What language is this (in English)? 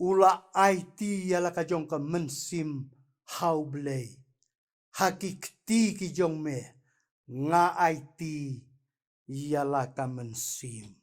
Khasi